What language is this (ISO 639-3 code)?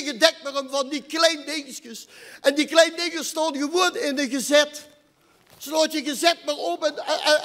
lim